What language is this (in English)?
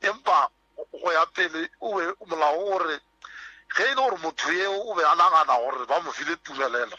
Northern Sotho